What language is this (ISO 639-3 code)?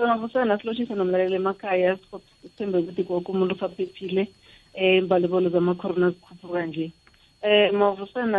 nbl